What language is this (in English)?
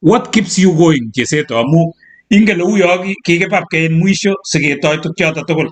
Kalenjin